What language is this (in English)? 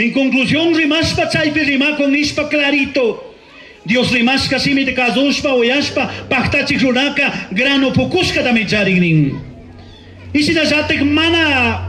Chimborazo Highland Quichua